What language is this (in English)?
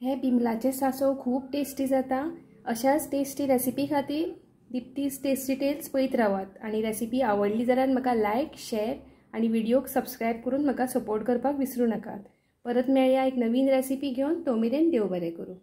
Konkani